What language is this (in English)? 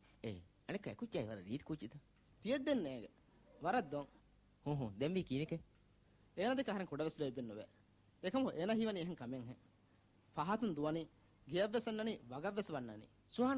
Divehi